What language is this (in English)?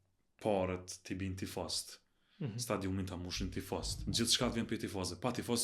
Albanian